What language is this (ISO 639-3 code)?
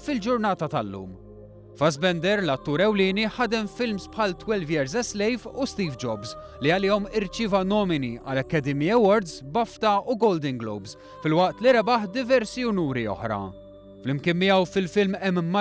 mlt